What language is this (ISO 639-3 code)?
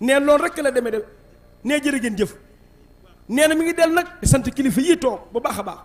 wol